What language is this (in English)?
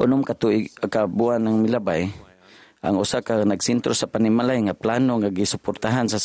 Cebuano